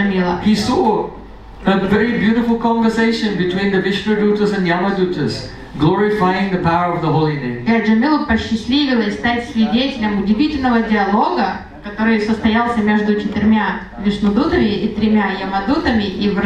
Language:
Russian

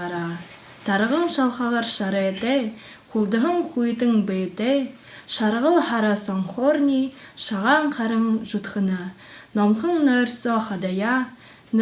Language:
Buriat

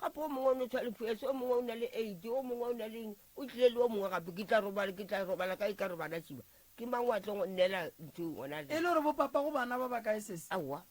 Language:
Northern Sotho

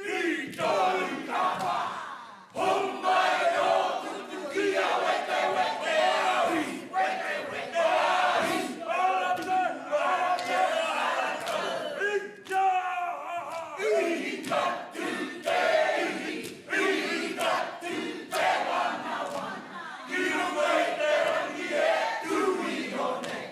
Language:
Māori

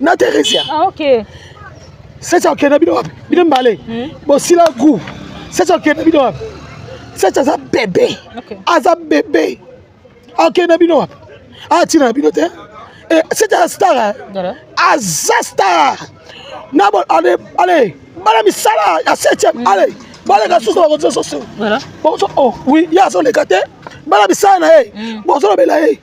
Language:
Lingala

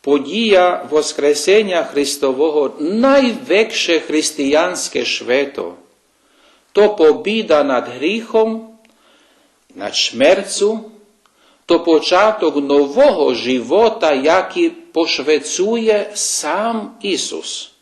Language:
Rusyn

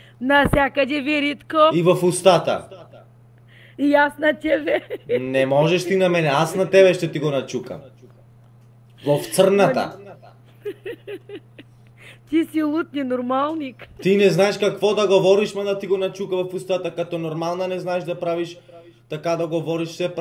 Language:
Bulgarian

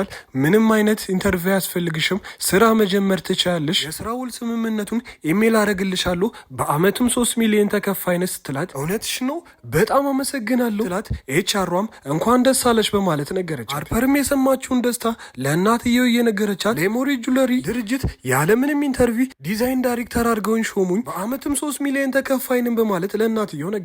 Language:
Amharic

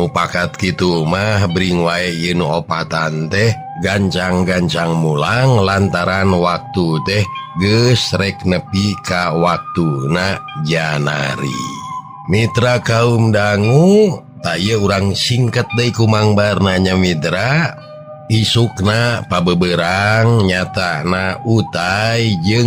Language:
Sundanese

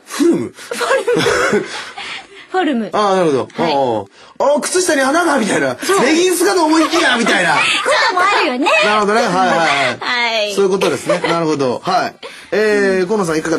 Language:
Japanese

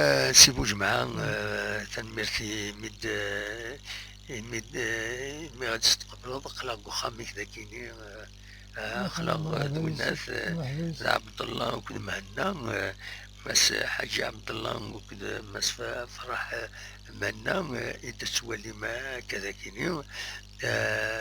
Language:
Kabyle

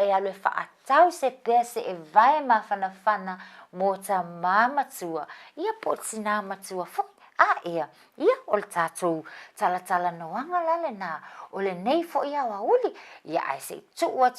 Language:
Samoan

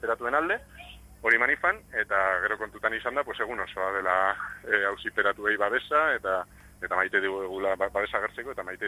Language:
Basque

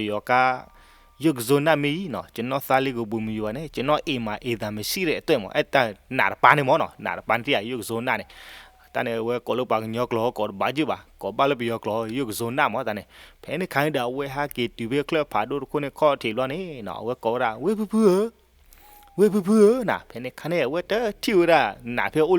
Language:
S'gaw Karen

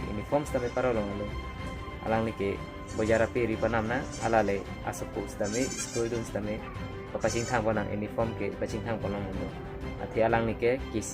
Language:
Karbi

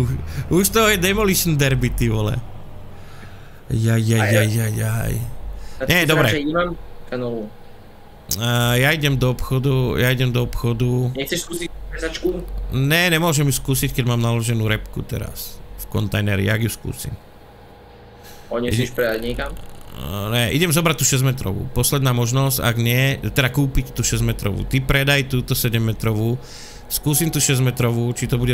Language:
Slovak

